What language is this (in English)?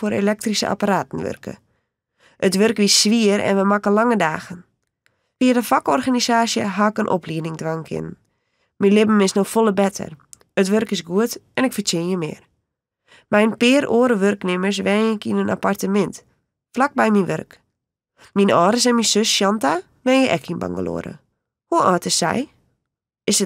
Western Frisian